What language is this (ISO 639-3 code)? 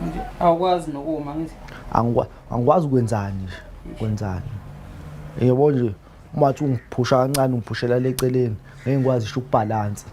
zul